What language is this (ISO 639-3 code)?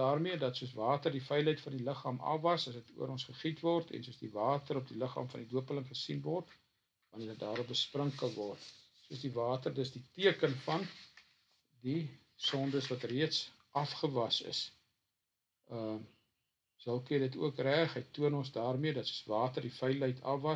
afr